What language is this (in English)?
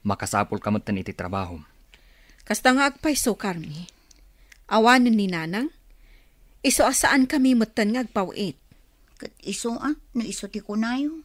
Iloko